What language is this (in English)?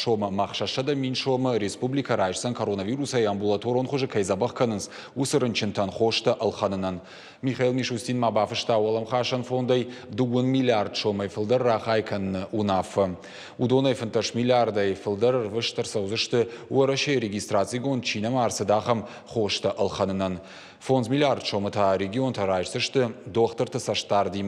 Ossetic